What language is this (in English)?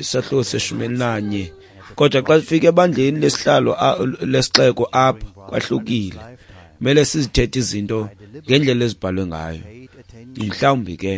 Xhosa